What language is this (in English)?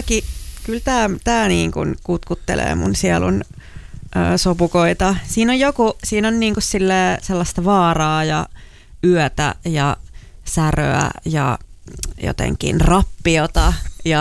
Finnish